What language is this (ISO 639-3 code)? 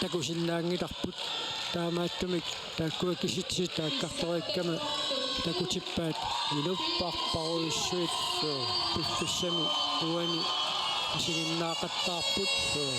kal